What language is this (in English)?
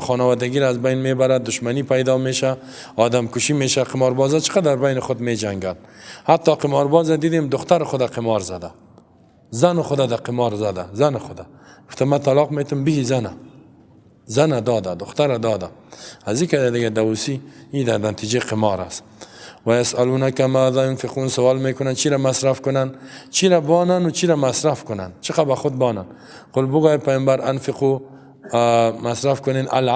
Persian